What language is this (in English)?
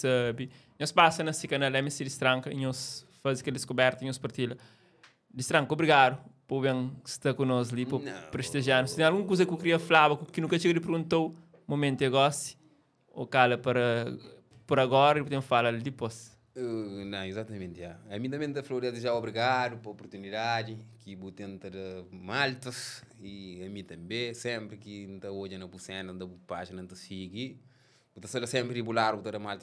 Kabuverdianu